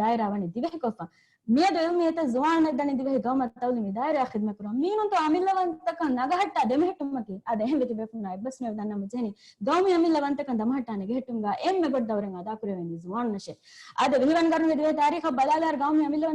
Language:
Divehi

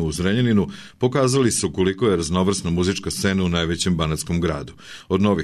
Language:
Serbian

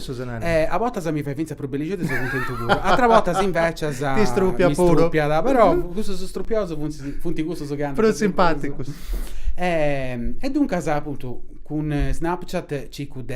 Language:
Sardinian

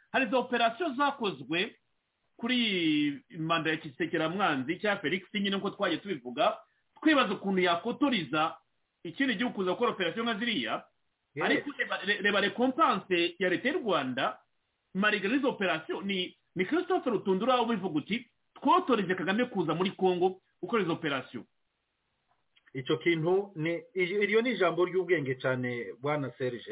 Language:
Kinyarwanda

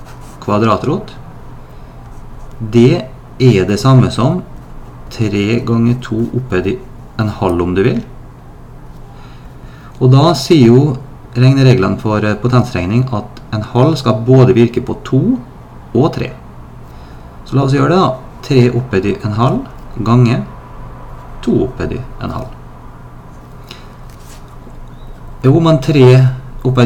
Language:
Norwegian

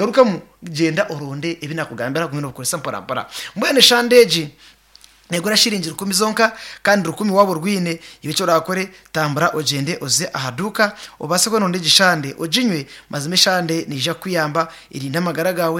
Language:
Nyankole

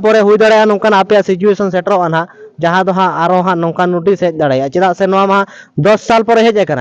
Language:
Santali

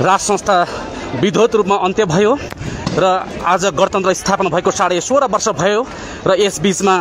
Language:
Nepali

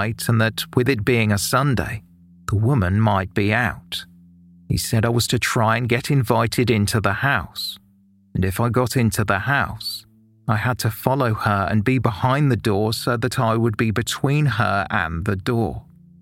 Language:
English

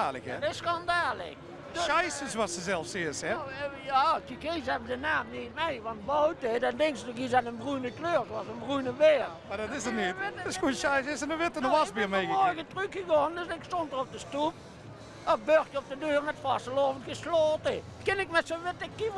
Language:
Limburgish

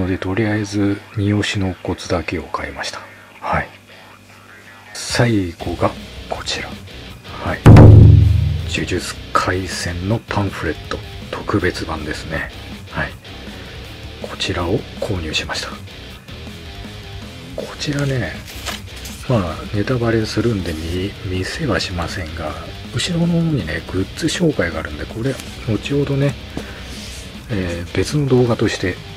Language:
Japanese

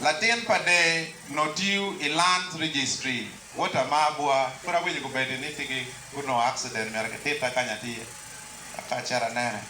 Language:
Acoli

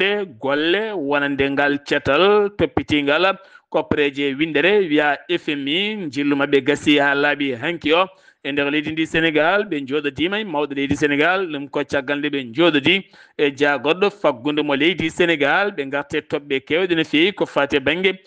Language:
Fula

